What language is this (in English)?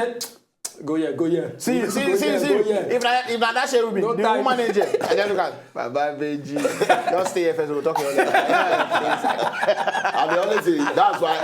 Nigerian Pidgin